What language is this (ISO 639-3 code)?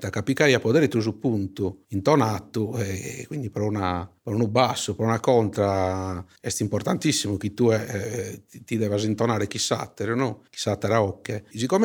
srd